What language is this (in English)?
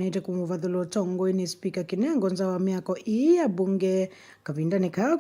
Kamba